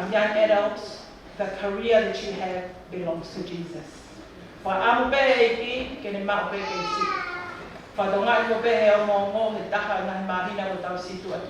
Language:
Tongan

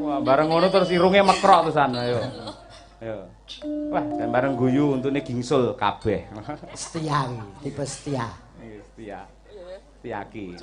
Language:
Javanese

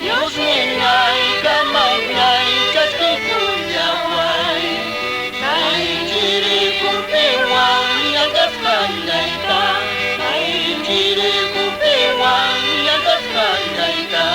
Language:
Quechua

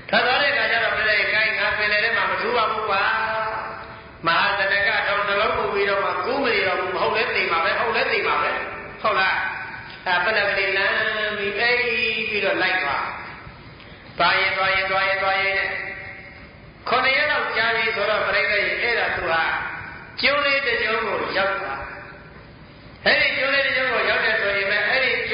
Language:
Burmese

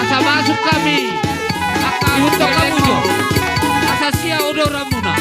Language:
Batak Toba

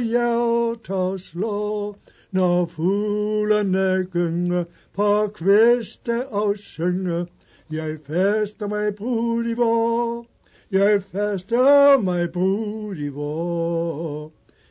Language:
Danish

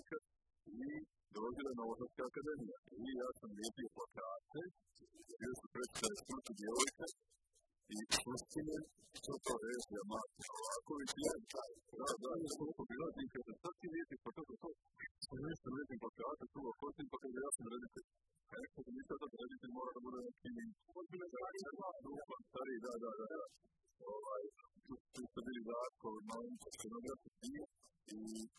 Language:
Serbian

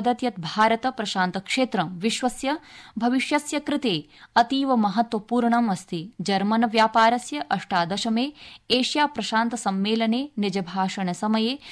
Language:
Sanskrit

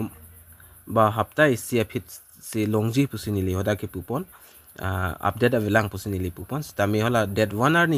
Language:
Karbi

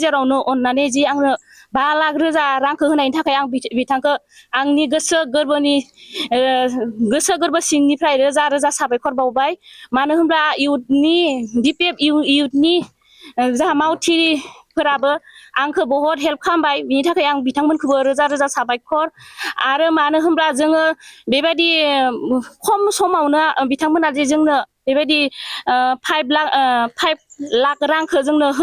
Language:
Bodo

